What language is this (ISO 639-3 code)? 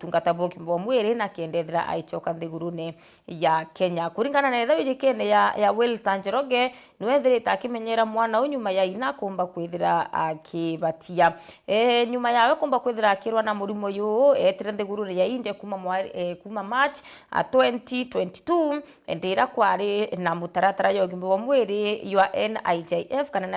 mer